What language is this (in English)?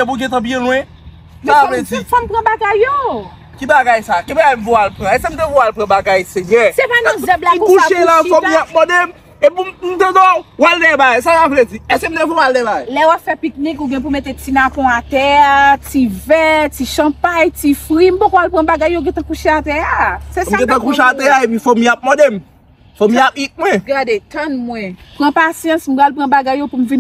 Haitian Creole